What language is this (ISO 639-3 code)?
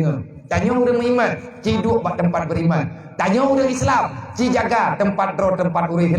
ace